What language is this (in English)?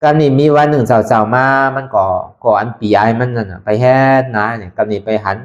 Shan